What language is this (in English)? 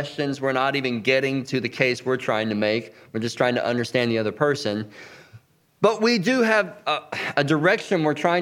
English